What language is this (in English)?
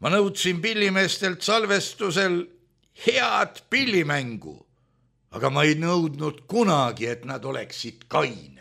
Estonian